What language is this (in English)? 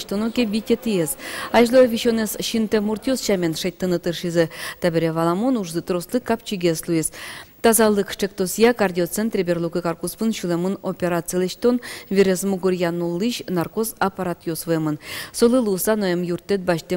Udmurt